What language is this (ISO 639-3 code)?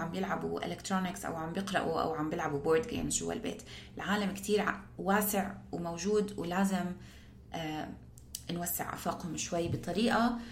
apc